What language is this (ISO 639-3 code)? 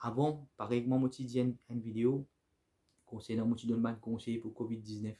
mfe